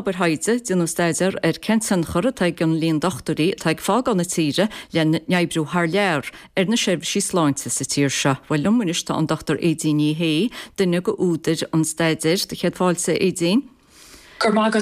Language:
Irish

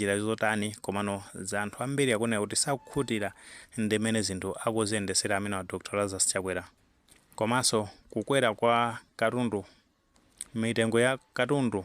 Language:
Nyanja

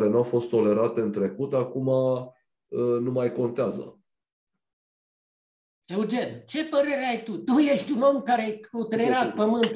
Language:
Romanian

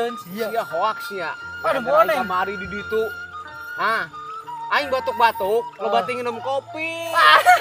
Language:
Sundanese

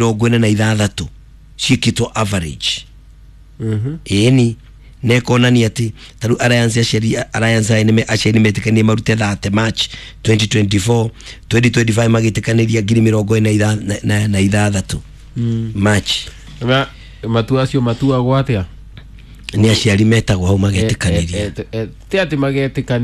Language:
Kikuyu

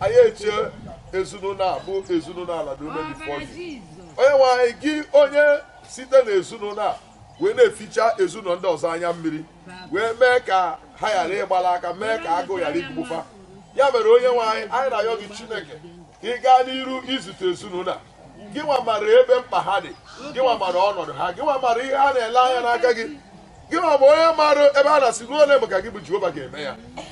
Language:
Igbo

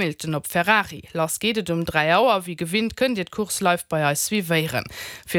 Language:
Luxembourgish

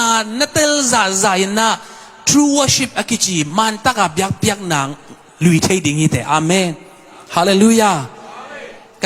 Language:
Tedim Chin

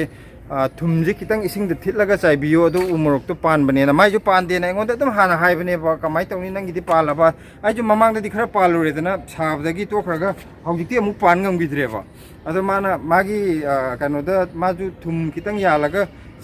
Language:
Manipuri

